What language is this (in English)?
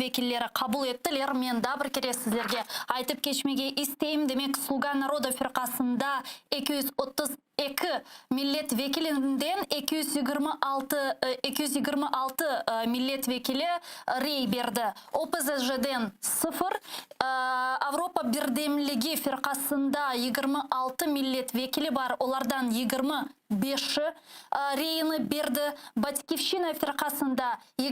Crimean Tatar